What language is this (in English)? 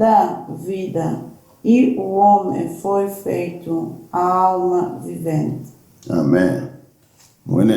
Kongo